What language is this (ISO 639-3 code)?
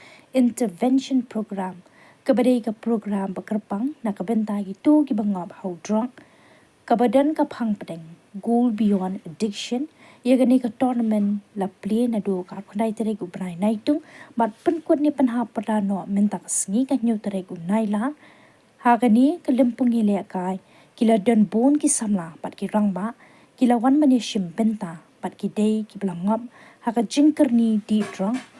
kha